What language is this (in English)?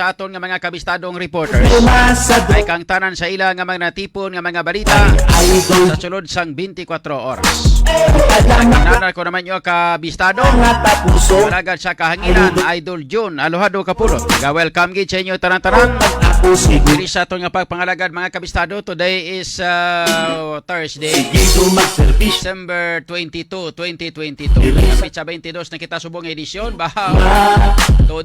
Hiligaynon